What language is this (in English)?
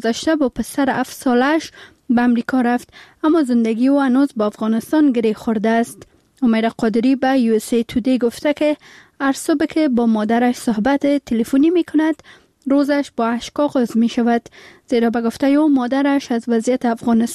Persian